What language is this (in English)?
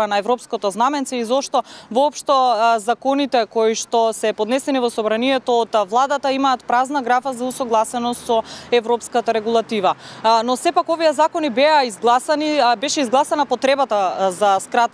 Macedonian